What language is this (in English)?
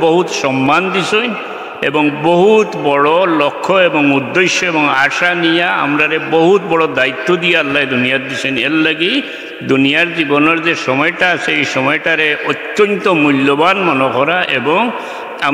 Sylheti